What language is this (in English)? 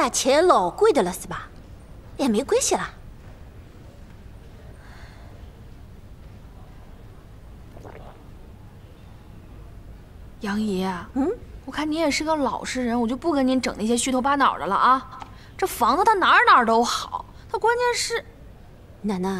Chinese